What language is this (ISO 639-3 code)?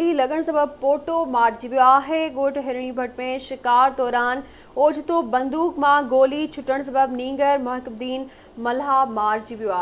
snd